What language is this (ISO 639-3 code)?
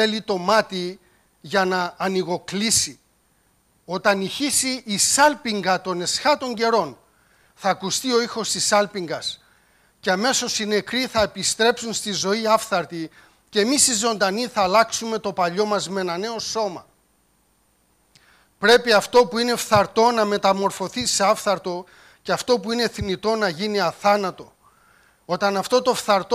ell